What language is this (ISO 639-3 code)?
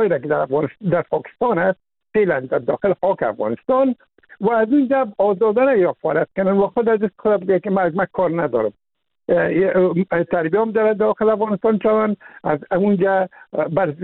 fas